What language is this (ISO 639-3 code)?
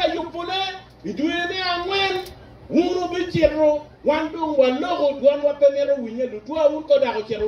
ach